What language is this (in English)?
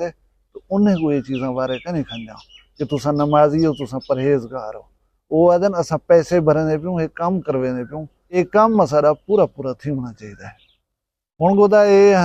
Saraiki